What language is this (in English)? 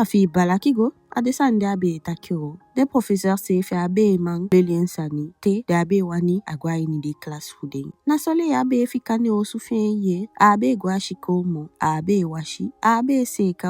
Eastern Maroon Creole